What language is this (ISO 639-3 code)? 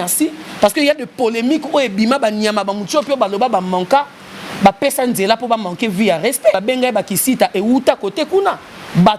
lin